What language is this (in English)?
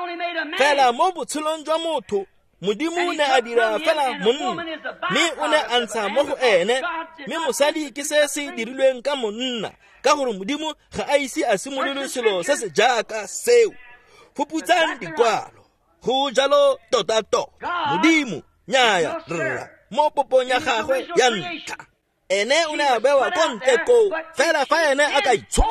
Tswana